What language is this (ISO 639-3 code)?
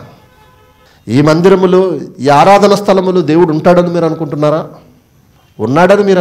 tel